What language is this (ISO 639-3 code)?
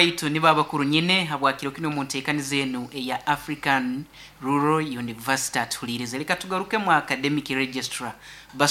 nyn